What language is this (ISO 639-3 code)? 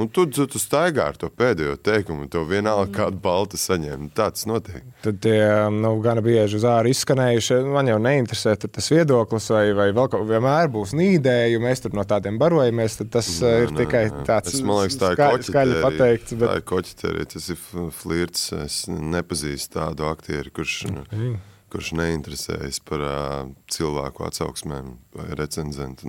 lav